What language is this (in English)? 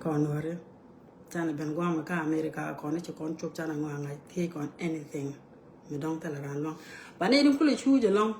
Nuer